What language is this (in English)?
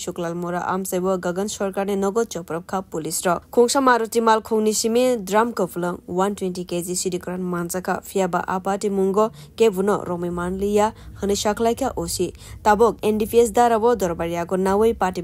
Kok Borok